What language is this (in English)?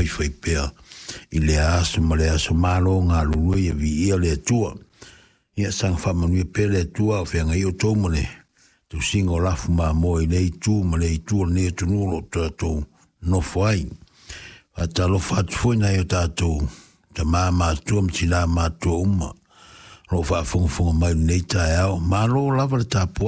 Samoan